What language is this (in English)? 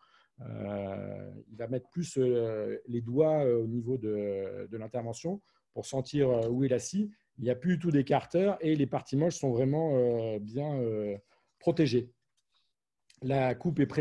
French